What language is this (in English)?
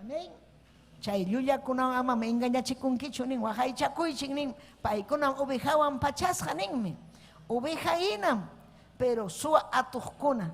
Ayacucho Quechua